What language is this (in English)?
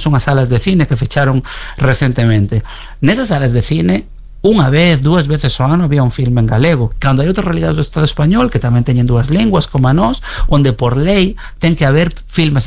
Galician